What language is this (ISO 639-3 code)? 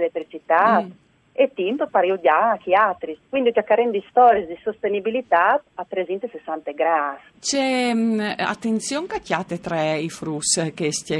fur